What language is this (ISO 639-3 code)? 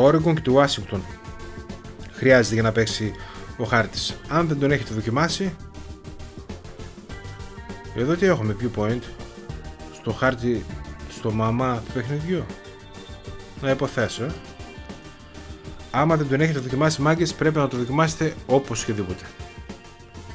ell